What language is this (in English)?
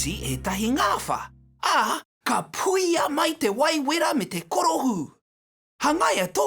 Māori